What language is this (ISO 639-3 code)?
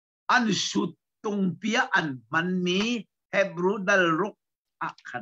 cnh